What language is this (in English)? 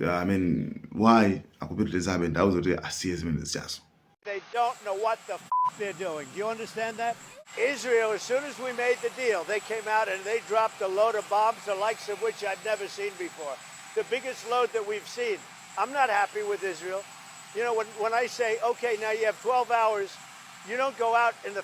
Nyanja